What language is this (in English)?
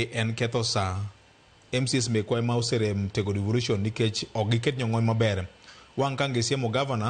Luo (Kenya and Tanzania)